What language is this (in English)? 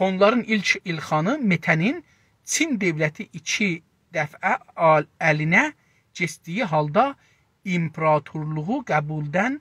South Azerbaijani